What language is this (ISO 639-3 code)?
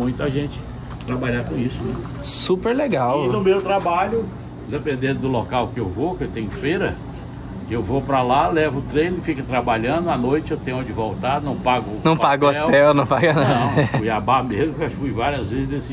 por